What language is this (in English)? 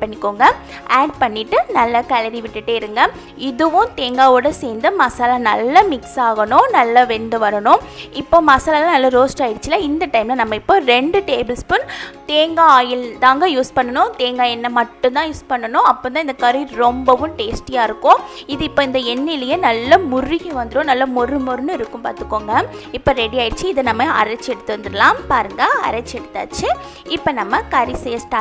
Tamil